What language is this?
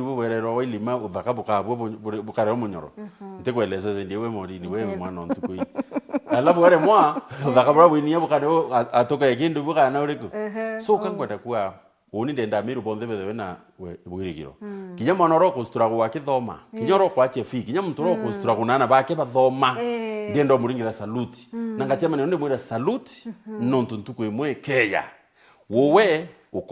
Meru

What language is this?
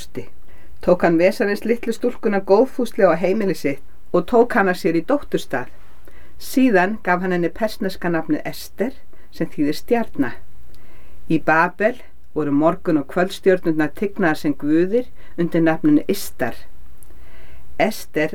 Icelandic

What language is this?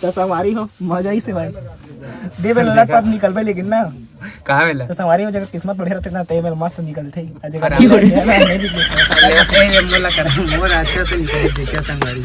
Chhattisgarhi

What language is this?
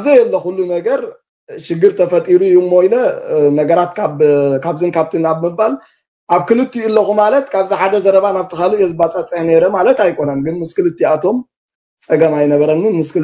Tigrinya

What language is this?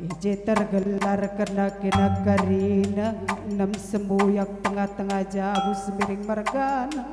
Batak Karo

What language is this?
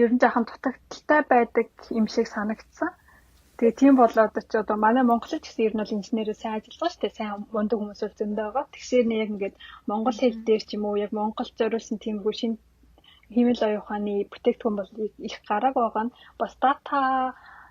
Mongolian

